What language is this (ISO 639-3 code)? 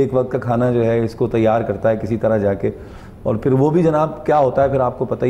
urd